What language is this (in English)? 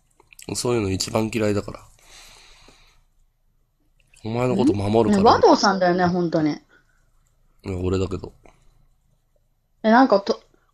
Japanese